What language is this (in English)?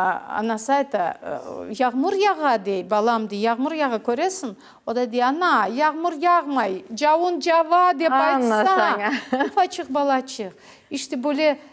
Crimean Tatar